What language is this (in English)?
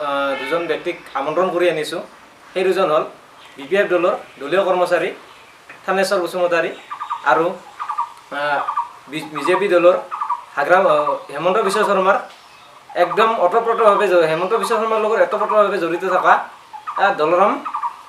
Assamese